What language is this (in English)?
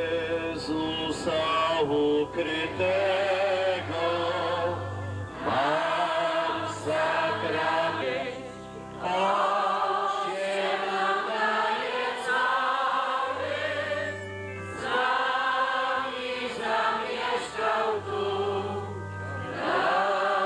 Polish